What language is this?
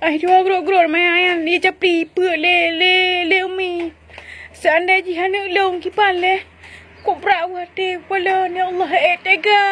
Achinese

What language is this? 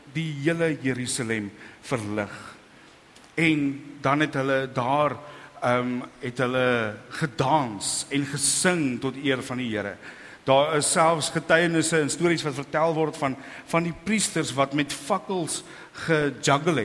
Afrikaans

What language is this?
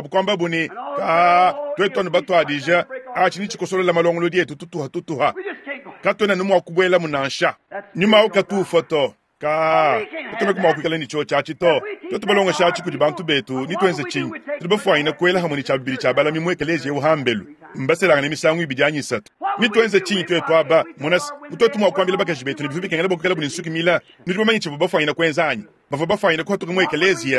Luba-Lulua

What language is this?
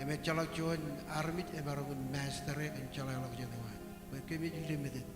Marshallese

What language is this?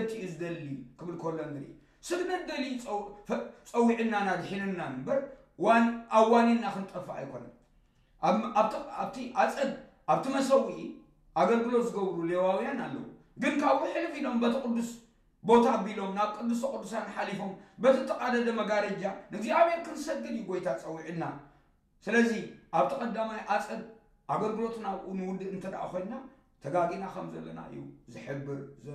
Tigrinya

